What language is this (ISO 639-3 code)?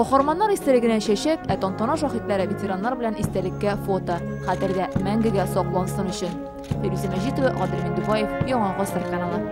tat